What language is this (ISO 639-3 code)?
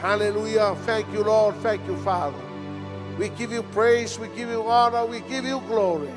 smo